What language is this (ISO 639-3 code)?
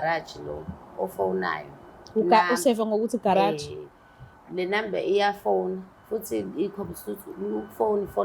zul